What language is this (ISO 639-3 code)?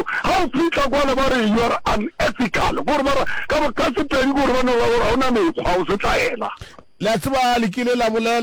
nso